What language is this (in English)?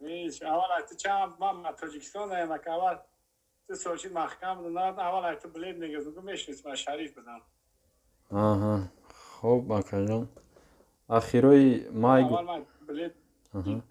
Tajik